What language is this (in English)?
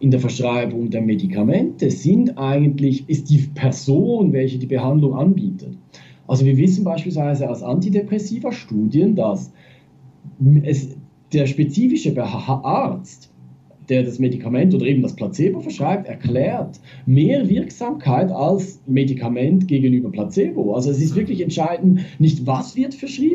German